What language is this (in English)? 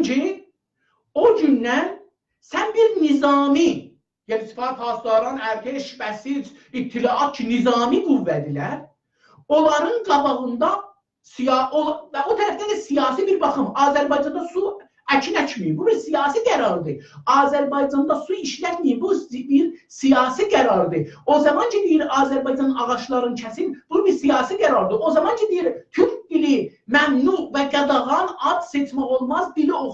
South Azerbaijani